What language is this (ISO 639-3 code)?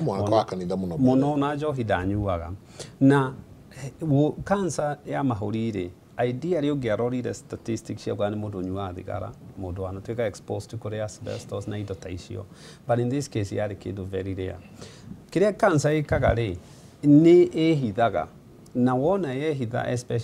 kik